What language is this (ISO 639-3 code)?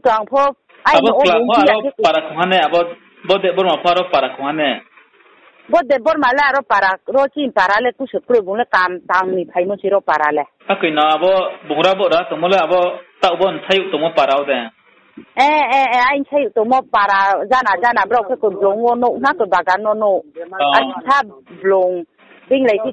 ria